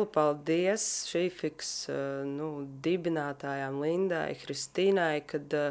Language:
Latvian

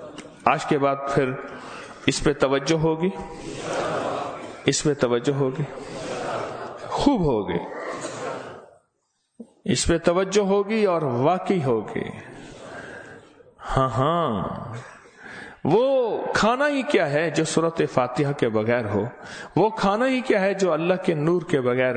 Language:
Urdu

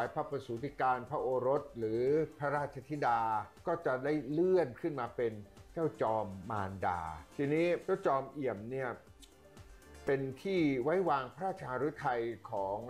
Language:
Thai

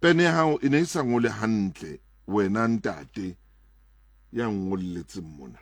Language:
Southern Sotho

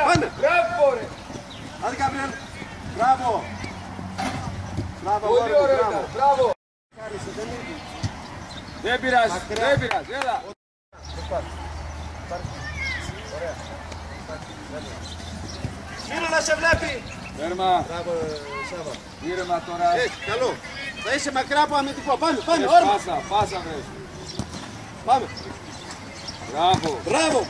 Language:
Greek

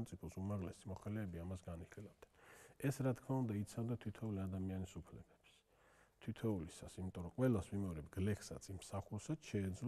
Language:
Georgian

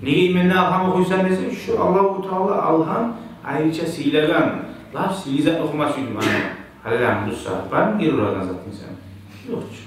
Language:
Kumyk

